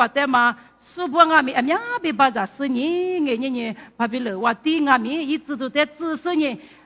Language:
Lisu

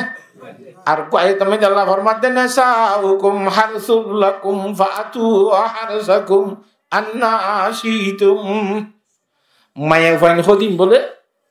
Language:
Rohingya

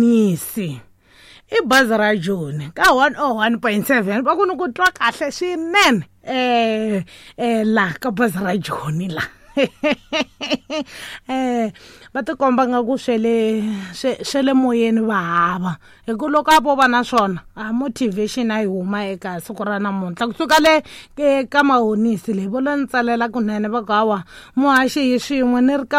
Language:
Tsonga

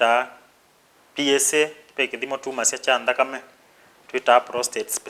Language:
Kamba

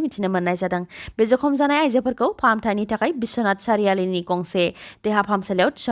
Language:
Bodo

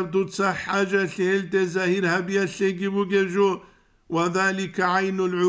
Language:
Avaric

